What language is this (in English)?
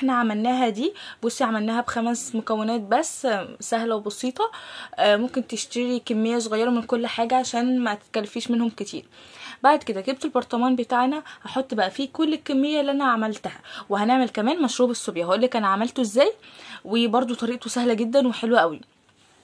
Egyptian Arabic